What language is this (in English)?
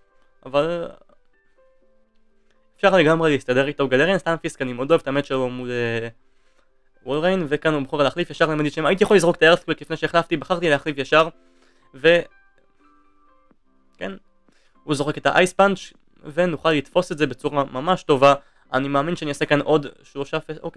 Hebrew